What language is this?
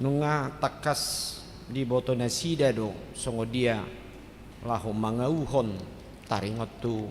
Batak Toba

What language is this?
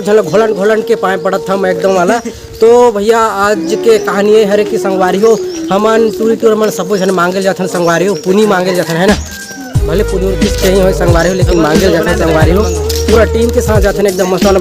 Chhattisgarhi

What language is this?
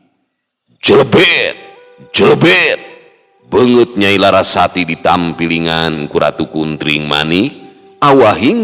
Sundanese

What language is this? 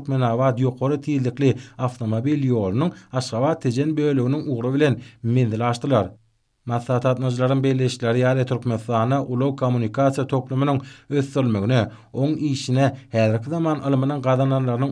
Turkmen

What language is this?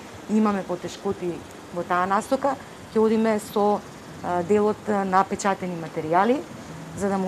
Macedonian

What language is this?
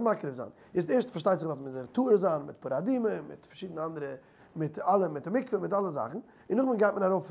Yiddish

